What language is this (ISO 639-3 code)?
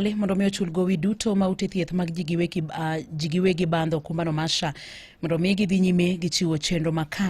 luo